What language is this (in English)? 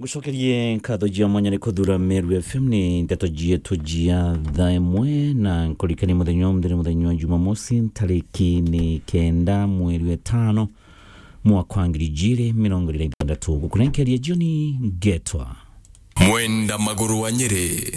Meru